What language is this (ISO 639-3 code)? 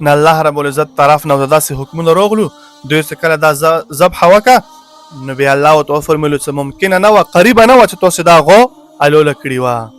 pus